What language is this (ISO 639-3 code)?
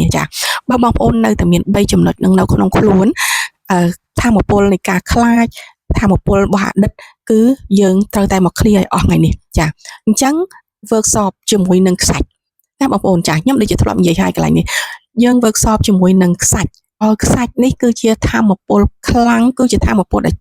khm